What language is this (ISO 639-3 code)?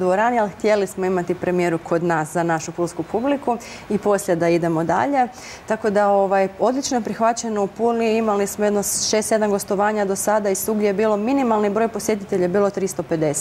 hrv